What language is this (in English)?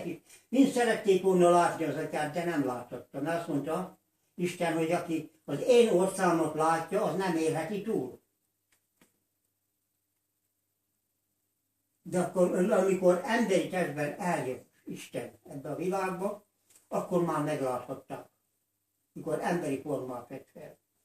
Hungarian